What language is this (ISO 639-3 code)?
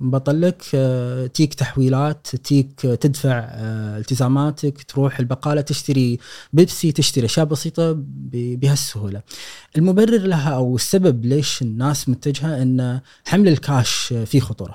afb